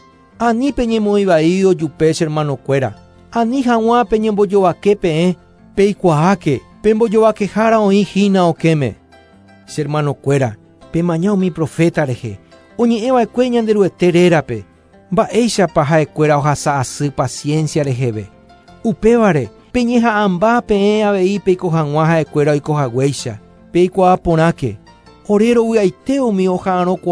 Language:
Guarani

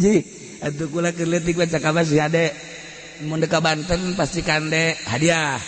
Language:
Sundanese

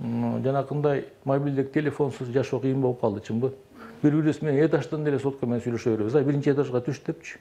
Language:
Kyrgyz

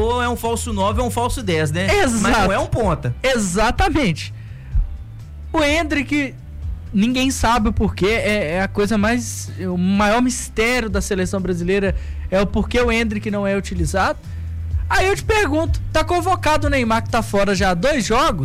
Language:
Portuguese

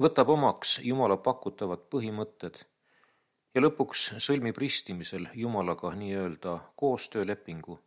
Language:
Estonian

